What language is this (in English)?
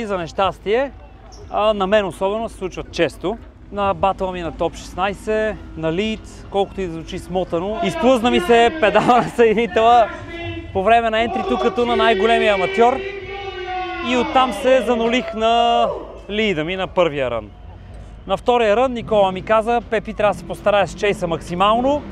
Bulgarian